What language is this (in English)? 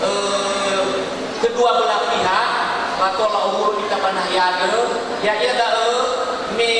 Nias